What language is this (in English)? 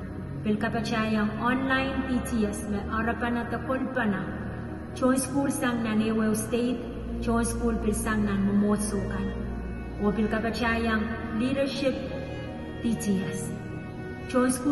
Pohnpeian